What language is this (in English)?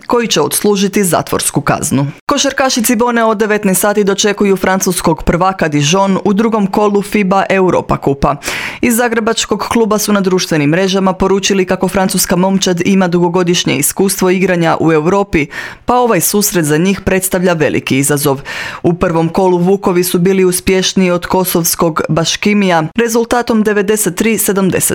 Croatian